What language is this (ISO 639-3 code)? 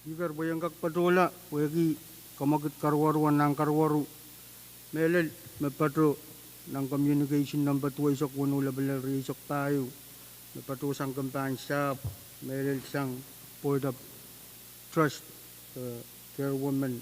pon